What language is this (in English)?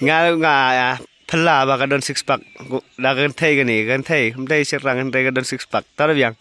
Khasi